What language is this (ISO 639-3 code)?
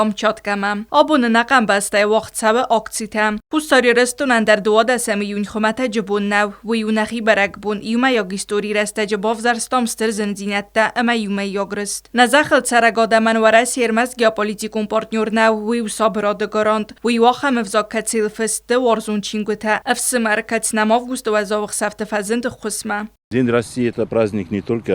oss